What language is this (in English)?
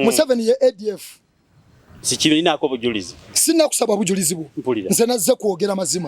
Ganda